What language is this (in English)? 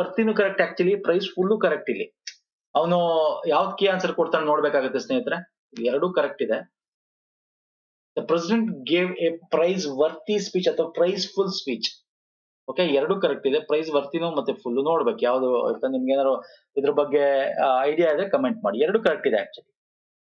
Kannada